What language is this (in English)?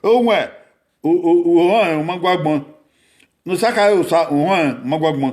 Bini